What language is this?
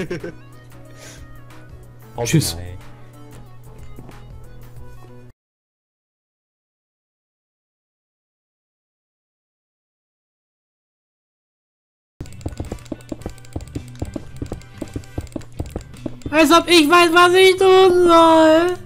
German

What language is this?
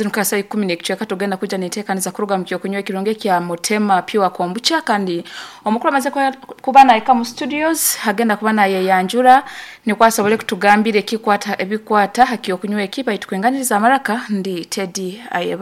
Nyankole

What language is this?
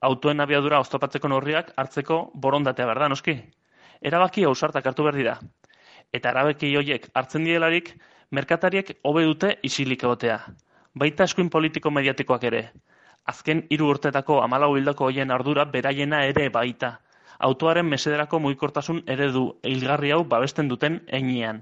Basque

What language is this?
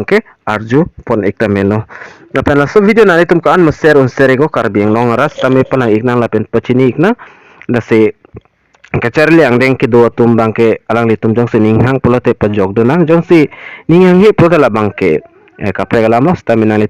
Karbi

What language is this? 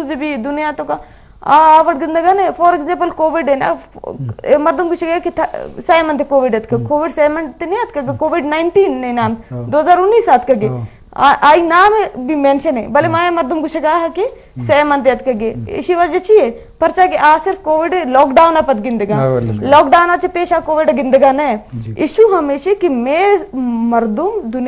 Eastern Balochi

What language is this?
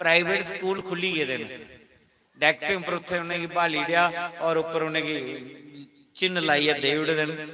Dogri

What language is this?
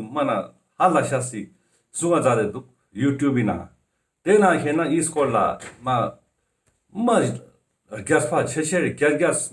Ladakhi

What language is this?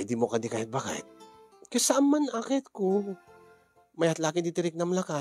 Iloko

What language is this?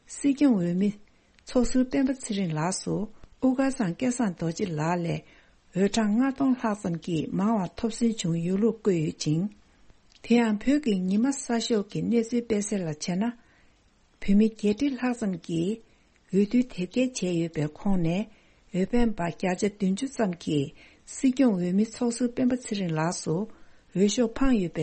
Tibetan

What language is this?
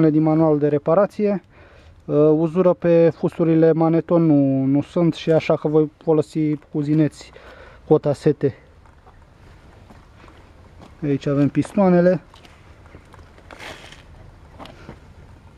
Romanian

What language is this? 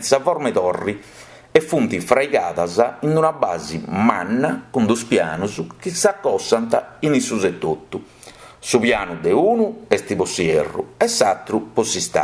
Sardinian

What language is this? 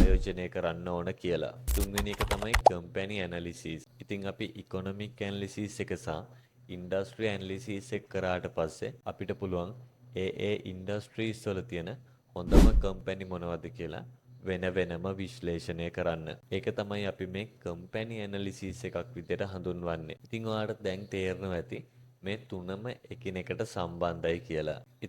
Sinhala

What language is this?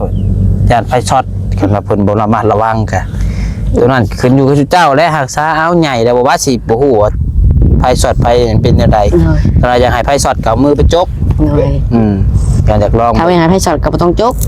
Lao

